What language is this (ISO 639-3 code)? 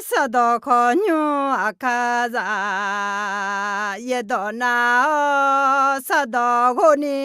ahk